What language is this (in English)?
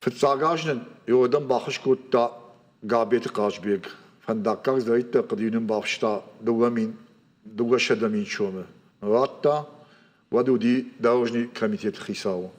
Ossetic